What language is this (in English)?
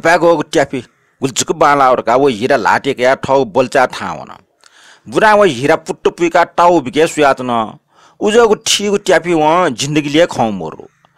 Newari